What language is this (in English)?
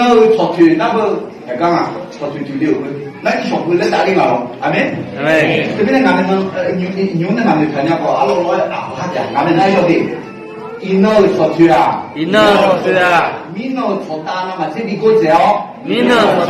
Akha